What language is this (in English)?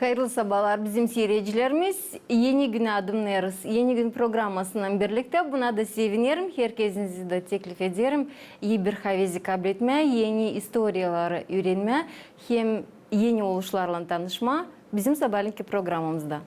Gagauz